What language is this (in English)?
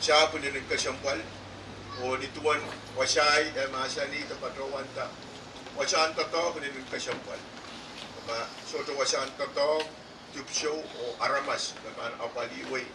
Pohnpeian